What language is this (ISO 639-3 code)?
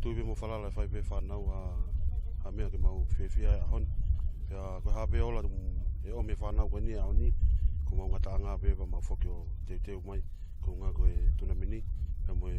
ton